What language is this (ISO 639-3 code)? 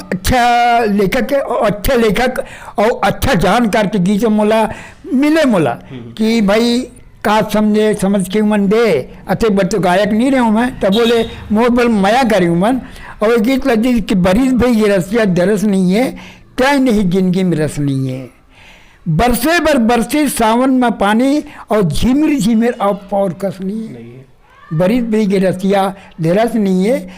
hne